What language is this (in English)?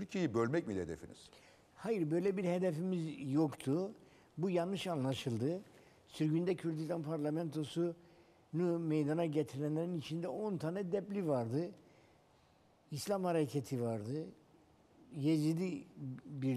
Turkish